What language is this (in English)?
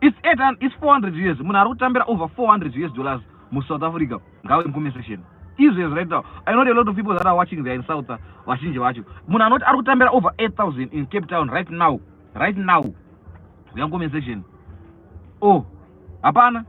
Shona